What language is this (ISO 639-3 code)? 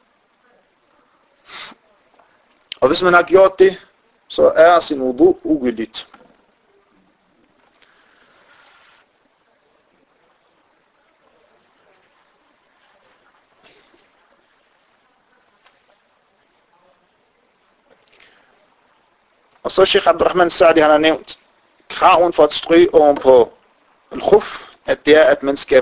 dan